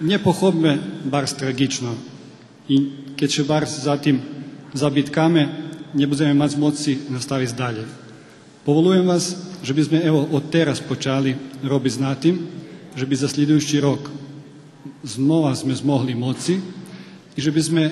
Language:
Rusyn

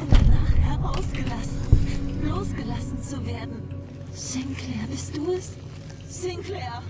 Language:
Bavarian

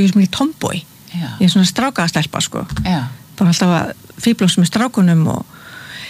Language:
Icelandic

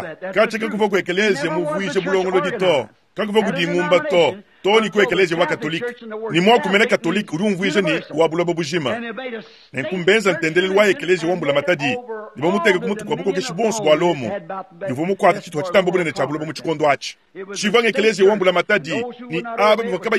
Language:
Luba-Lulua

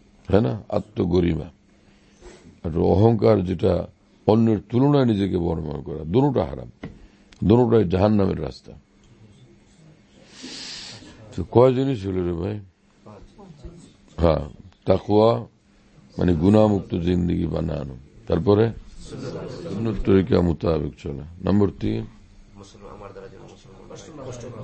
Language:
Bangla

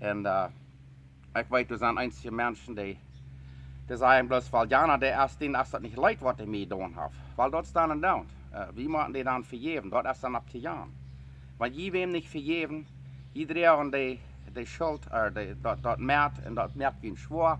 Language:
Plautdietsch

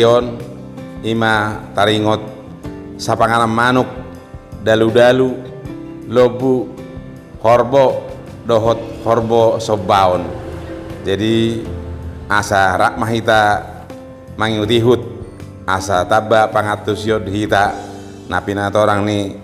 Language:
Batak Toba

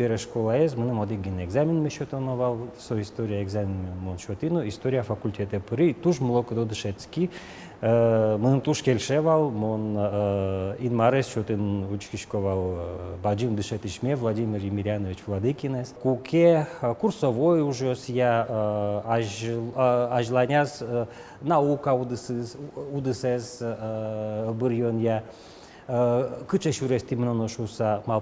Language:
Udmurt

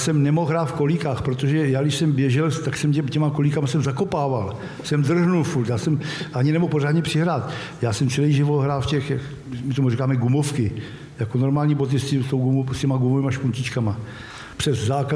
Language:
Czech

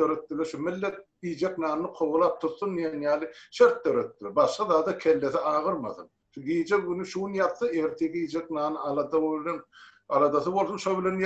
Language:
Turkmen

